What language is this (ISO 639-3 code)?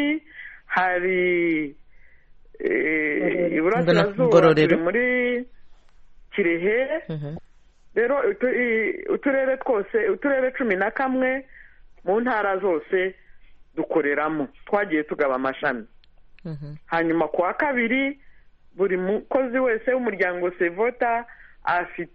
kin